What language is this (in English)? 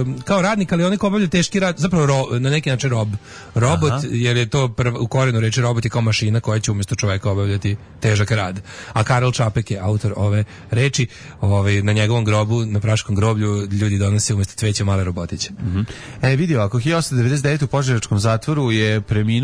Serbian